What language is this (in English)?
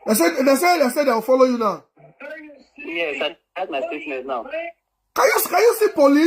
Nigerian Pidgin